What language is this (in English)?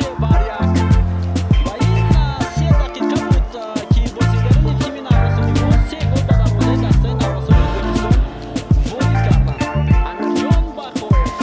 Tajik